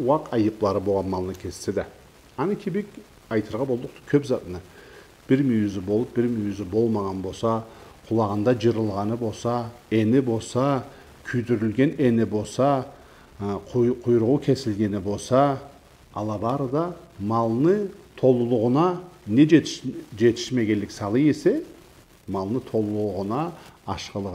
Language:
Karachay-Balkar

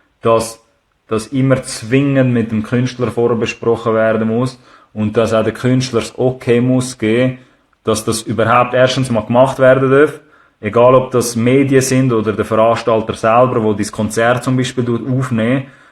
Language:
Swiss German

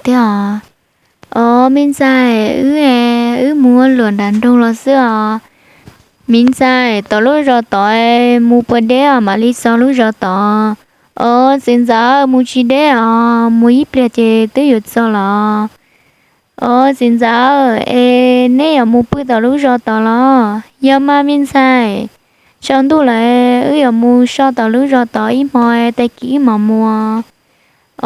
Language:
Hmong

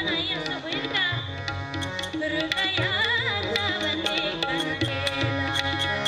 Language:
Marathi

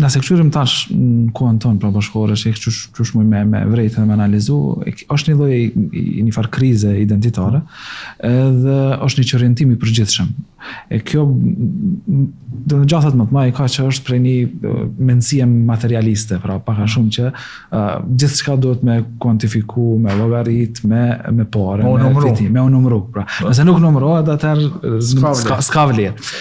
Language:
Albanian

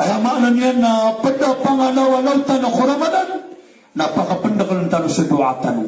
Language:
Maranao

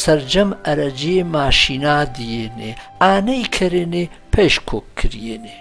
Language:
Gurani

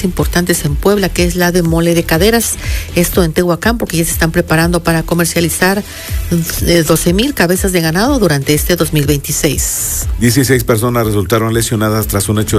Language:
Spanish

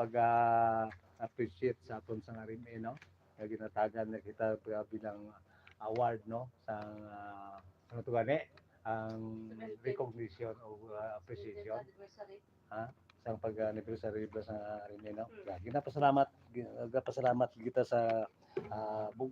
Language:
Hiligaynon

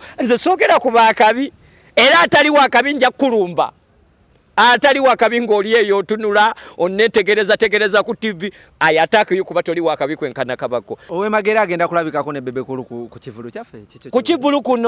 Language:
Ganda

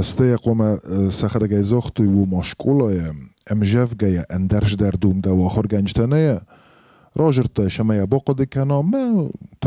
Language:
Ossetic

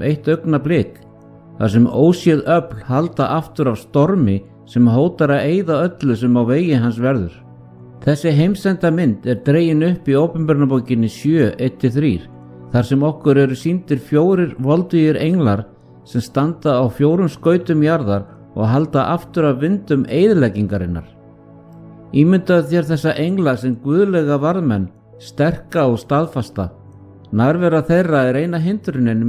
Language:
Icelandic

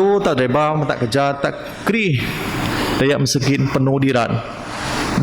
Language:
Biatah Bidayuh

